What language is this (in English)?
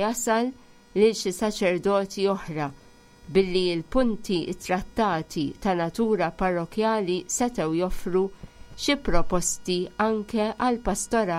Maltese